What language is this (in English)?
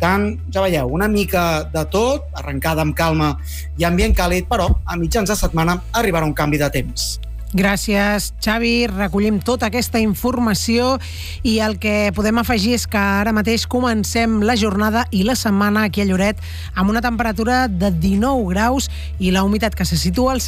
Catalan